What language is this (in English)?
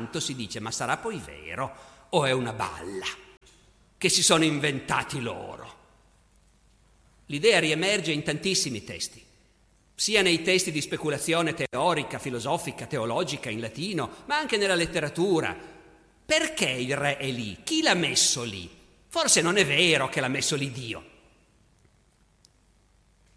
Italian